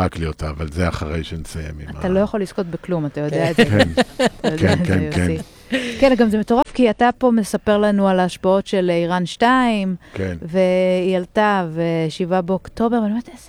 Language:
Hebrew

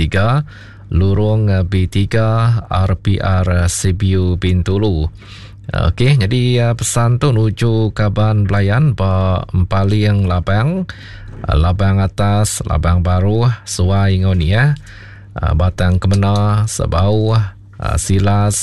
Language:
Iban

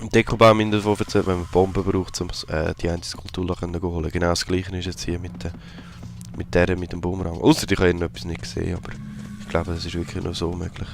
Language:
Swiss German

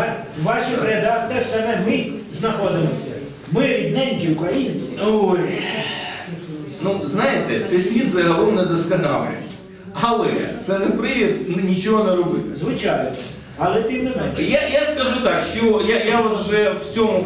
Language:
Ukrainian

